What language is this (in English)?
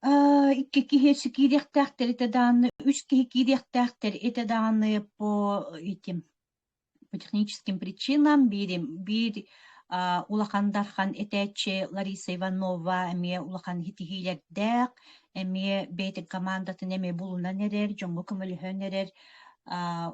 Yakut